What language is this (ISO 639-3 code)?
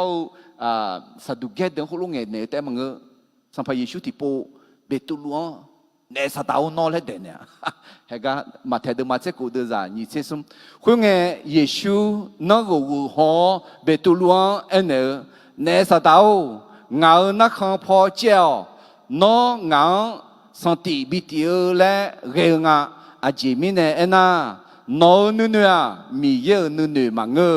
ahk